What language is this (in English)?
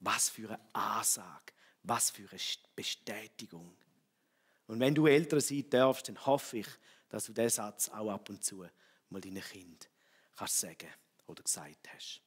Swiss German